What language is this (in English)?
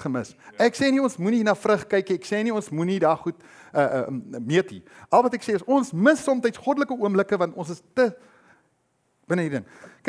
Afrikaans